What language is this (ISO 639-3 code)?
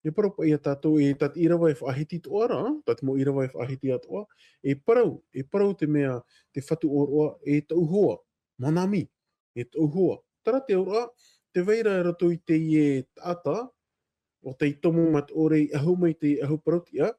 tah